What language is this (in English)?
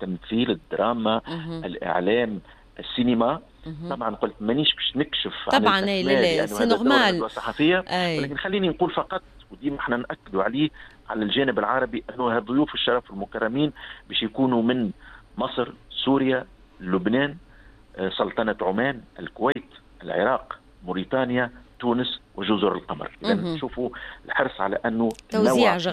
Tunisian Arabic